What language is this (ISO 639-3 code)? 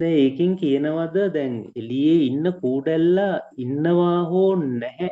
sin